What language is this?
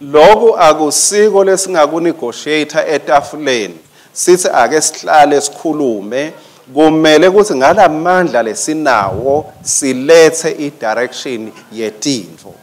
Swati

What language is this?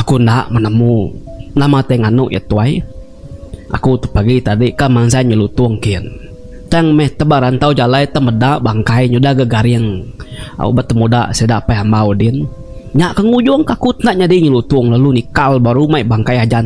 Iban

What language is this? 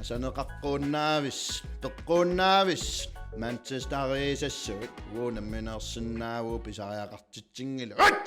Kalaallisut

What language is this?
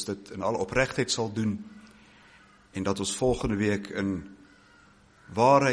Afrikaans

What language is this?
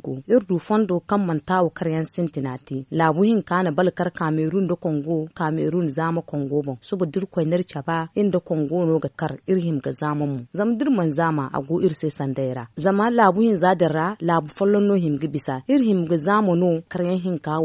Zarma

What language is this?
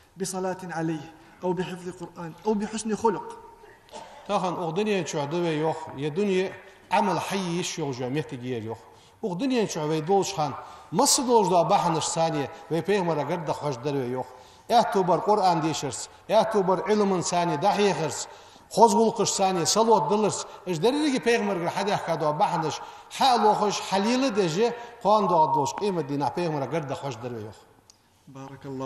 Ingush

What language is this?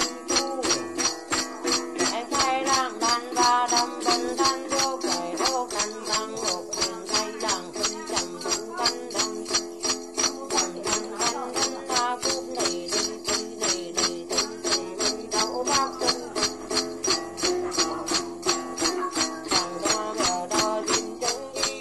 Vietnamese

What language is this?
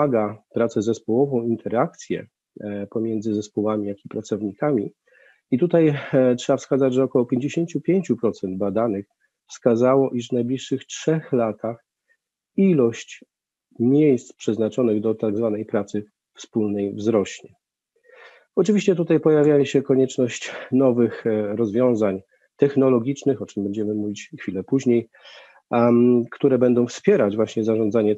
Polish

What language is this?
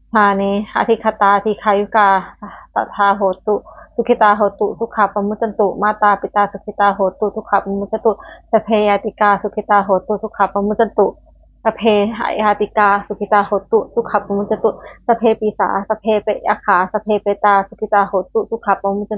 Pali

